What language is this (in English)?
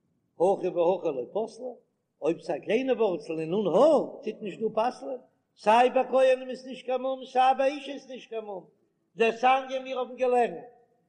Yiddish